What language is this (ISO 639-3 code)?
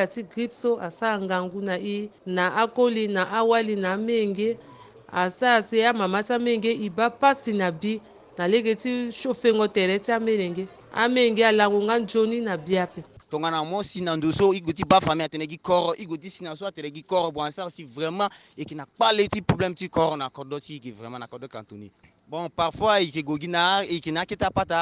sag